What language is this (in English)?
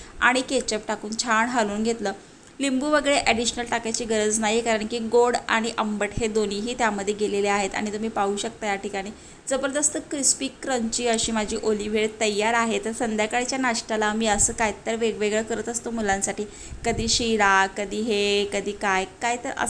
Marathi